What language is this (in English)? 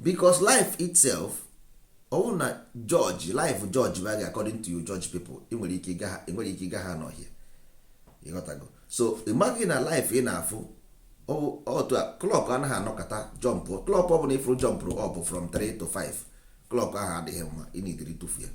Igbo